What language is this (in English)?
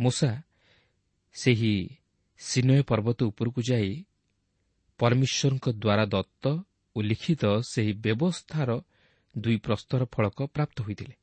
Odia